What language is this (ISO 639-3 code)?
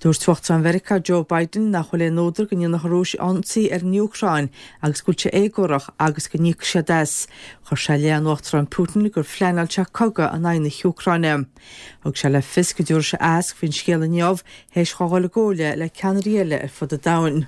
gle